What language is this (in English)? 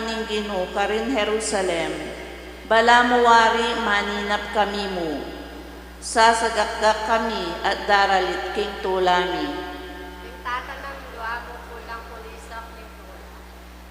Pampanga